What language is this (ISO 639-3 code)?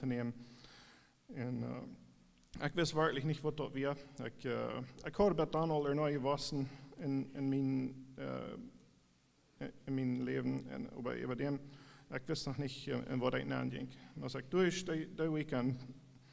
pdt